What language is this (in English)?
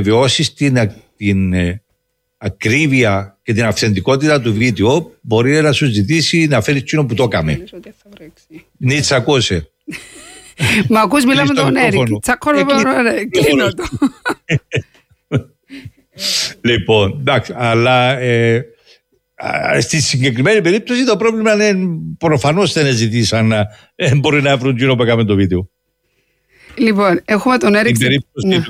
Greek